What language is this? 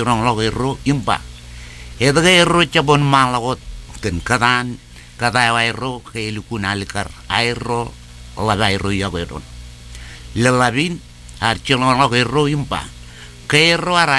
Marshallese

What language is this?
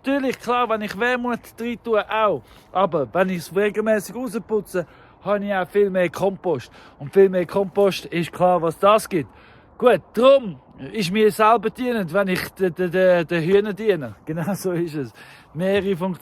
Swiss German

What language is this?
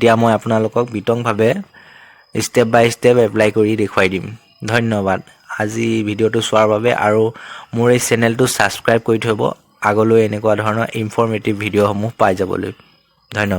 Assamese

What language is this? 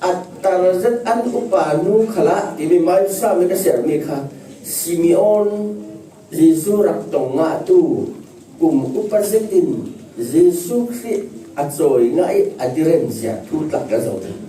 Falam Chin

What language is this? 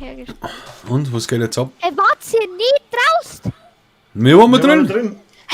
Bavarian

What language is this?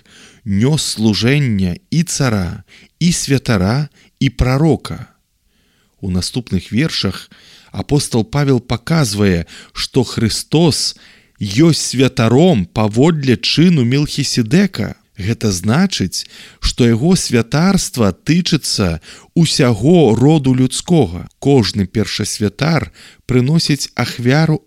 Belarusian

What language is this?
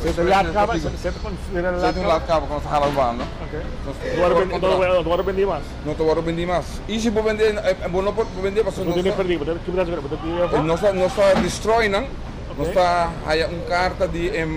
Papiamento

